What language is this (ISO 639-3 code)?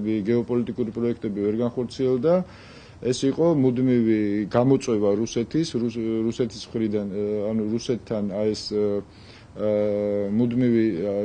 kat